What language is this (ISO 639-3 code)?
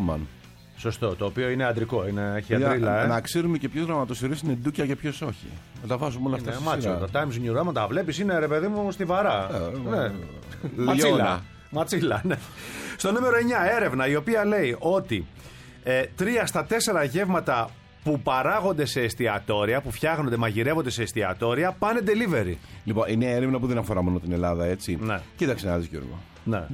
ell